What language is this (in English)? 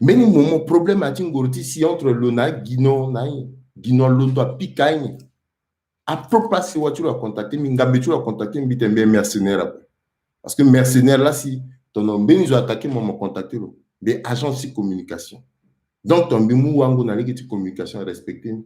Sango